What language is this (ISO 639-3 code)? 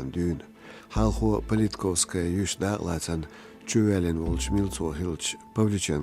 che